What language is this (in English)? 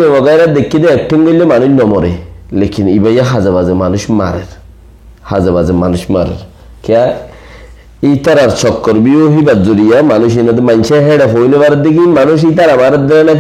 Rohingya